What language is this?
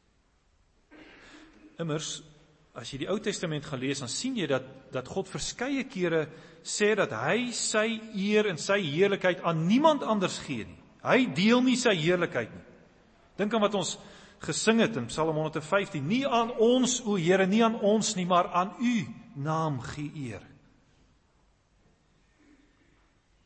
Afrikaans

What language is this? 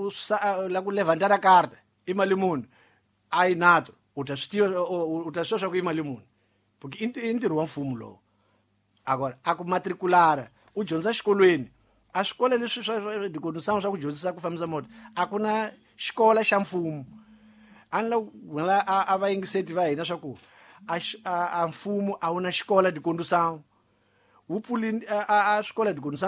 Tsonga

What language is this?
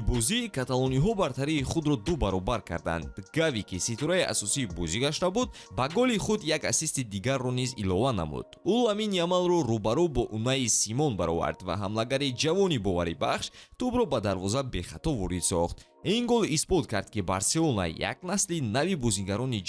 Tajik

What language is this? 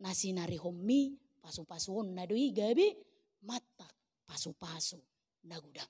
Batak Toba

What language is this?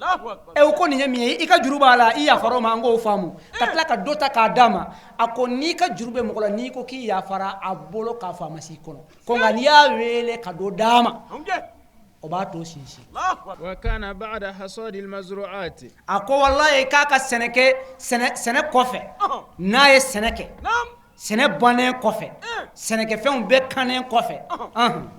Bambara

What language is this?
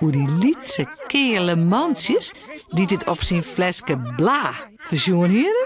Western Frisian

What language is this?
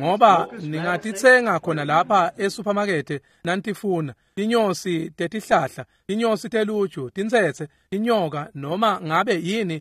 Swati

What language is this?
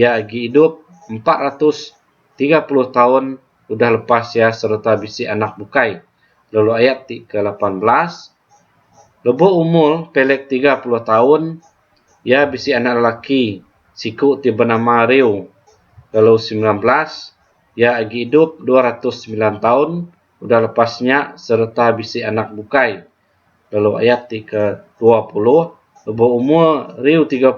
Iban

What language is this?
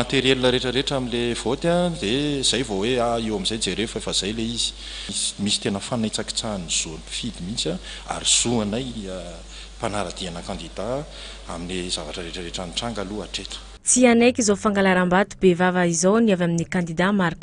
Malagasy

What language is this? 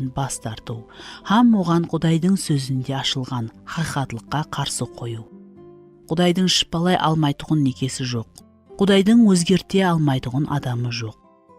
Kara-Kalpak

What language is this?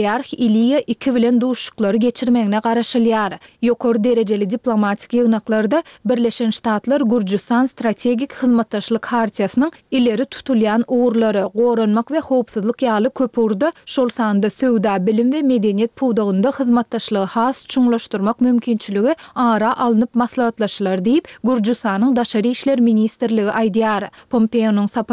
Turkmen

